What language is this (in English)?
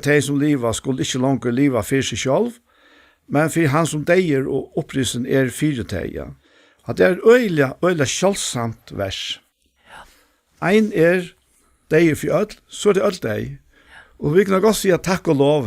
Faroese